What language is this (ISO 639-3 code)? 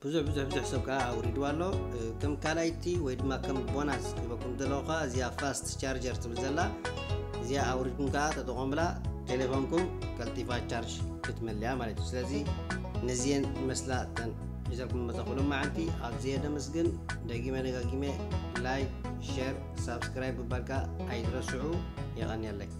tir